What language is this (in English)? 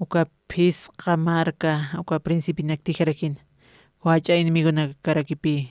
Aymara